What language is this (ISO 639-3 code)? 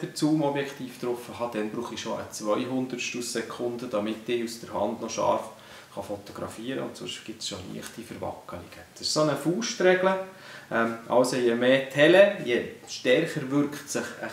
gsw